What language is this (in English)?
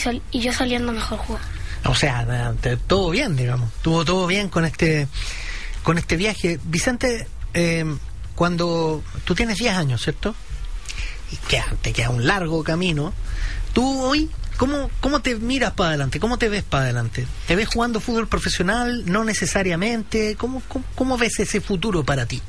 Spanish